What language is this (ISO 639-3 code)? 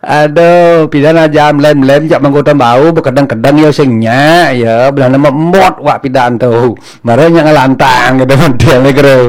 ban